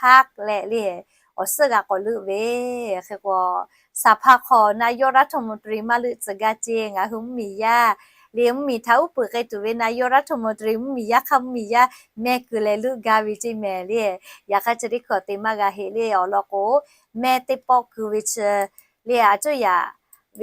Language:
Lahu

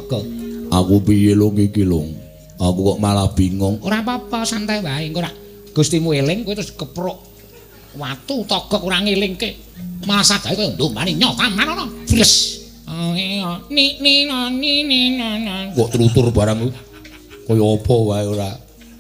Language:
Javanese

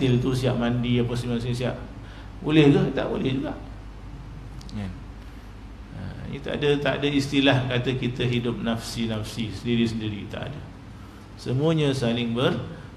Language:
Malay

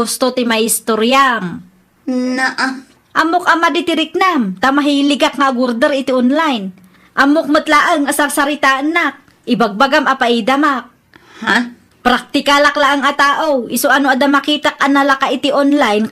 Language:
Iloko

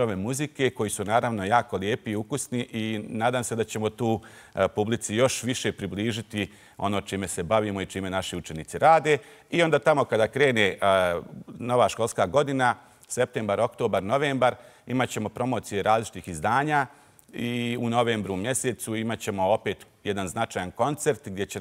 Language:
Bosnian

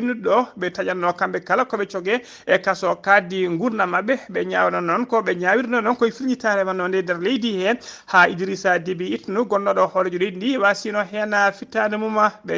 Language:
Fula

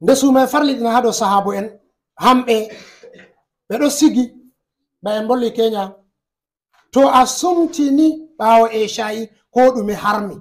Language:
Fula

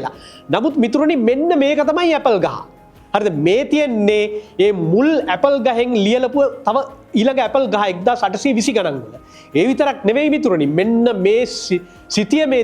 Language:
Sinhala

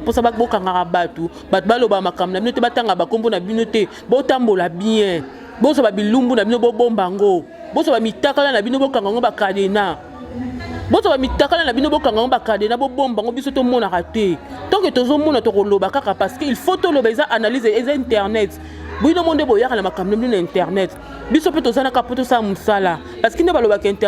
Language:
Lingala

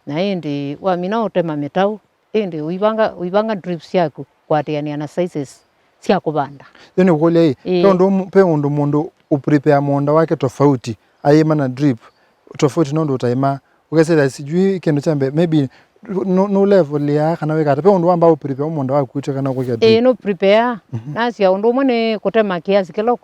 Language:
Kamba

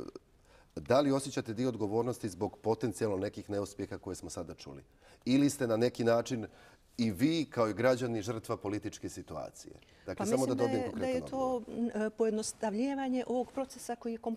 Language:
Bosnian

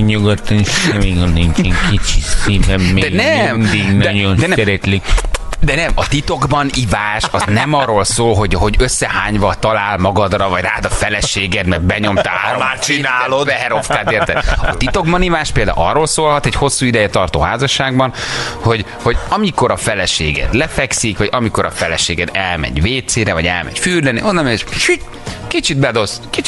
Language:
Hungarian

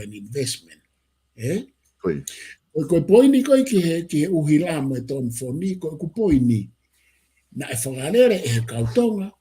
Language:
Tongan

